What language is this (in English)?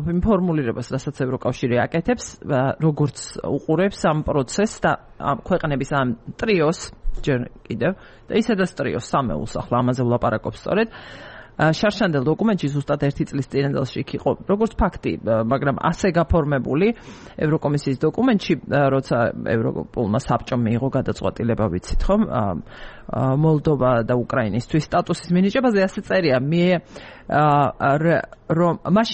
Georgian